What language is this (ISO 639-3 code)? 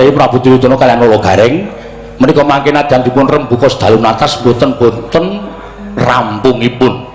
jav